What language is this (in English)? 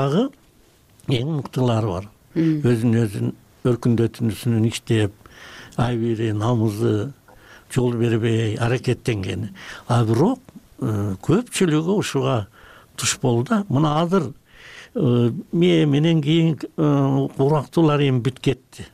Kyrgyz